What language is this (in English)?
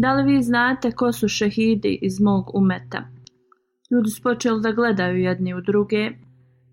Bosnian